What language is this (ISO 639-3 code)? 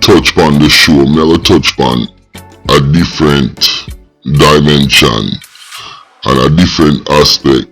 jam